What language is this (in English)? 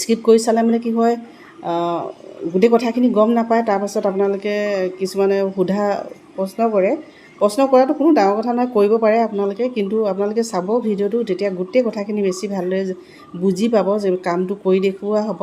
Assamese